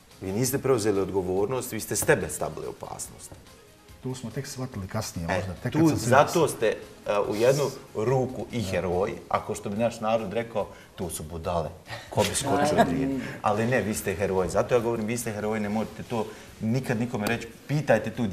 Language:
Bosnian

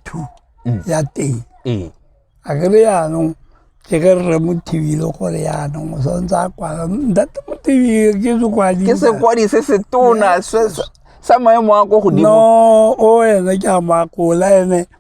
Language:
Tswana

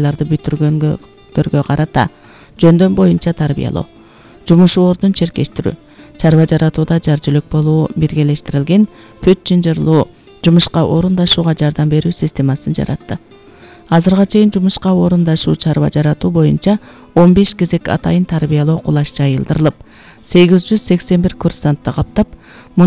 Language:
Kyrgyz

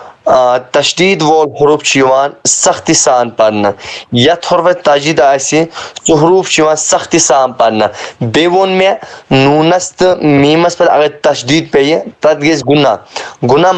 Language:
Kashmiri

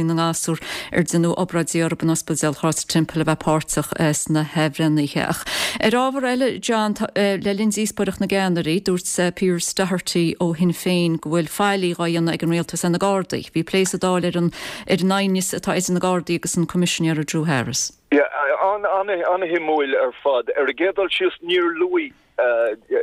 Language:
Irish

